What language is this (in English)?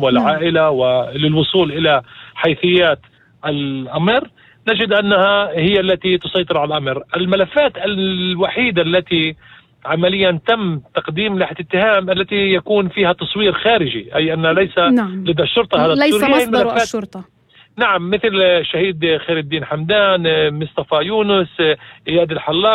North Levantine Arabic